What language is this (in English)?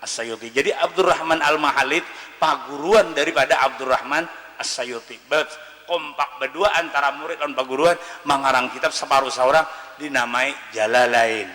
Banjar